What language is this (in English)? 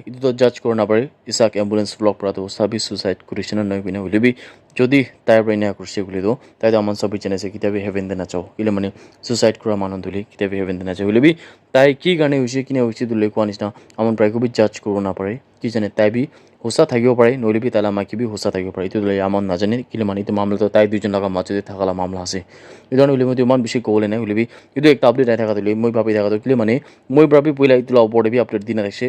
Naga Pidgin